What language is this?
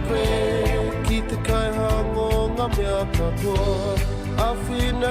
Māori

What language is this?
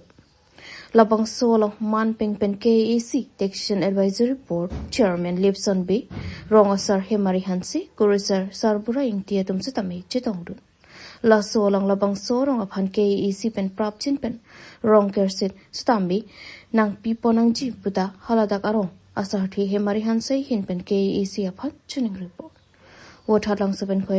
Karbi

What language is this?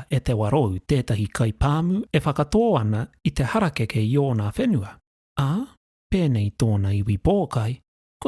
Māori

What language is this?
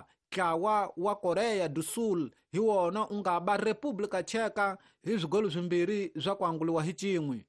Tsonga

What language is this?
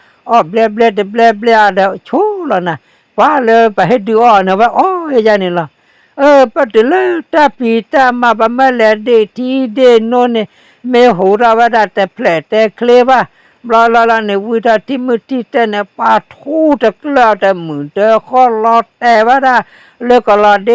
S'gaw Karen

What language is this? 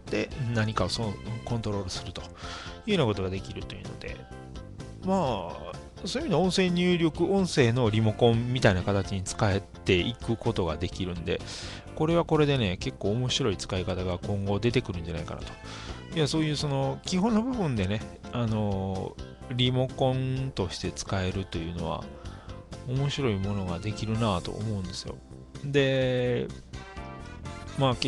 Japanese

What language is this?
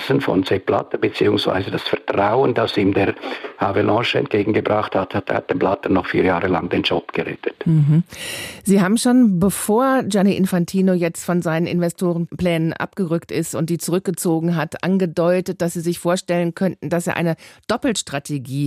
German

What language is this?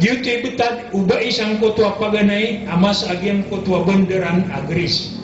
Maranao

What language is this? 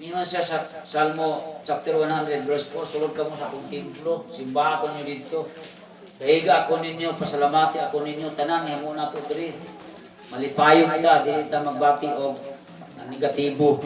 Cebuano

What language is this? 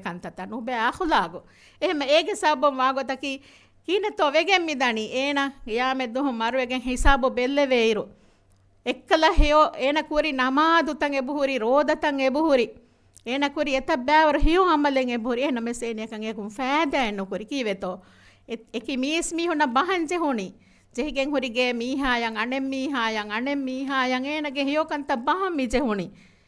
Divehi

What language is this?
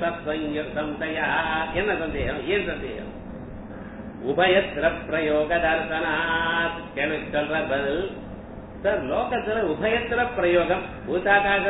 Tamil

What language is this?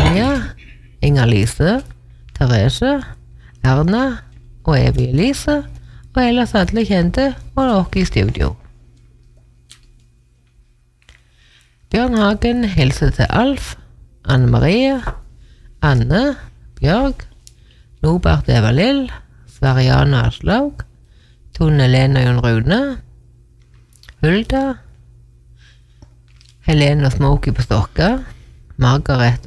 Norwegian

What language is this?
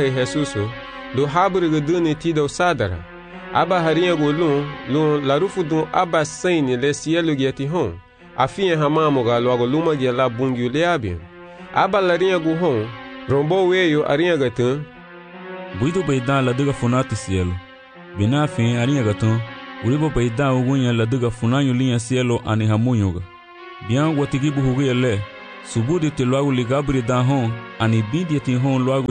Garifuna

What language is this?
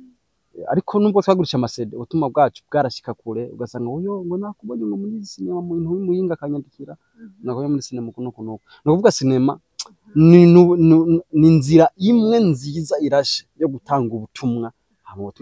Rundi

